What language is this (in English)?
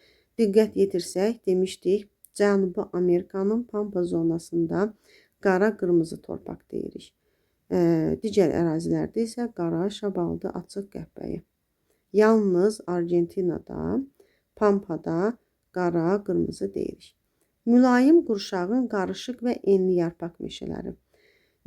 Azerbaijani